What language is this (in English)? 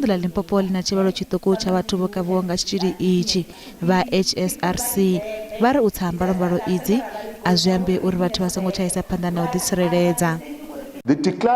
Venda